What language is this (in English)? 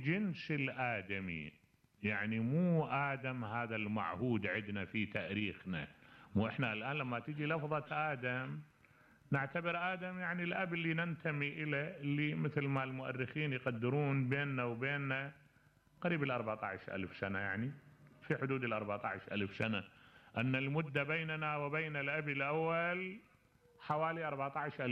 Mesopotamian Arabic